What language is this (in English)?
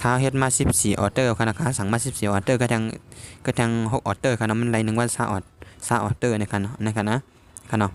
Shan